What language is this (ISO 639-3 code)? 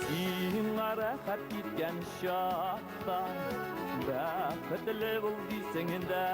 tat